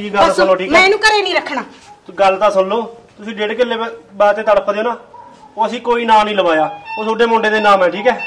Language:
Punjabi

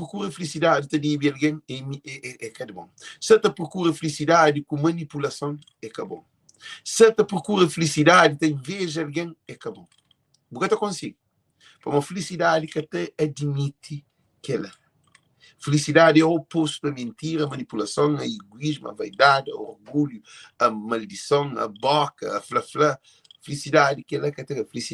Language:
Kabuverdianu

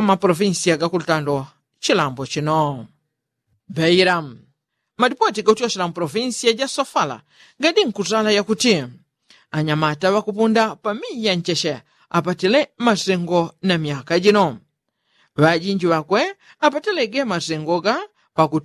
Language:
Yao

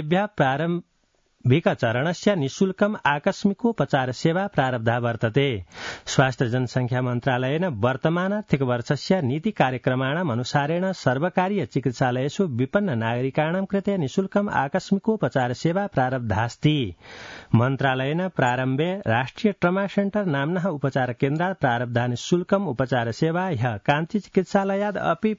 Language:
Sanskrit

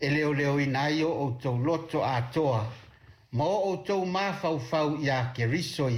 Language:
Samoan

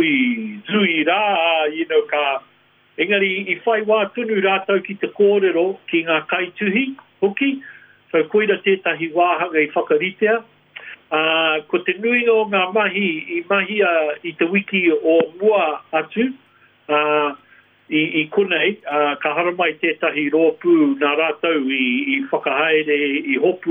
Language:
Māori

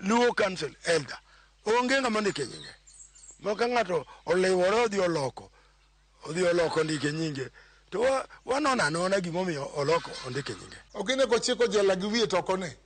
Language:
Luo (Kenya and Tanzania)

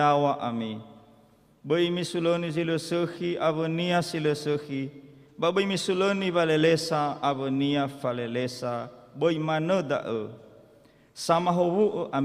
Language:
Nias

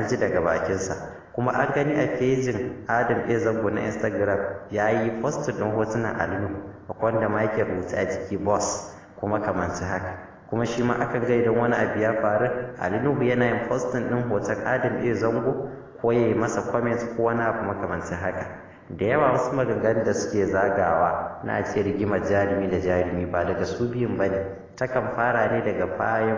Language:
Hausa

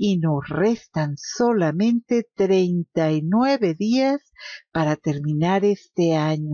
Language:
Spanish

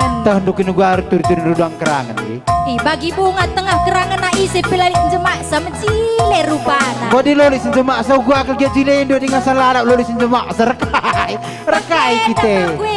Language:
Batak Karo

